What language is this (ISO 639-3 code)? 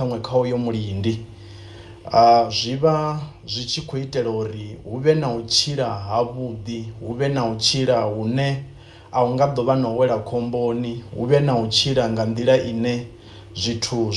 ven